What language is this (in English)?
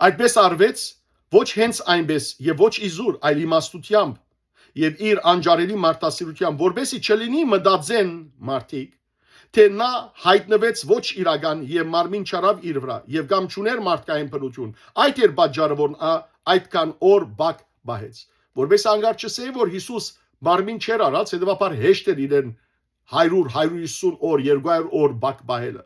Western Armenian